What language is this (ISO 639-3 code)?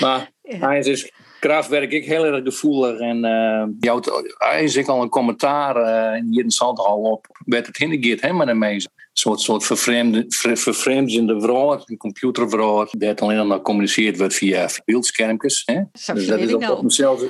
fry